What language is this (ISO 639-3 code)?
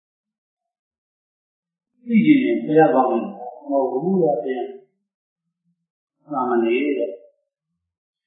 mya